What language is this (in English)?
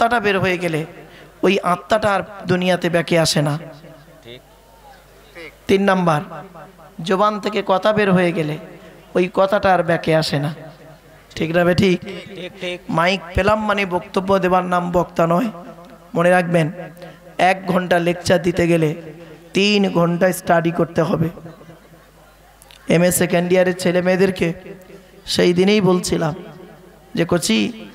Bangla